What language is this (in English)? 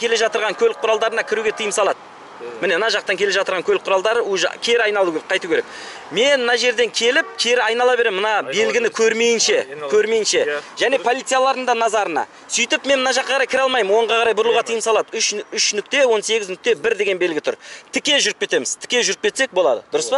Kazakh